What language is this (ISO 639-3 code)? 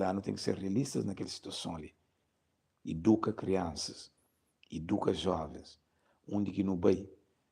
kea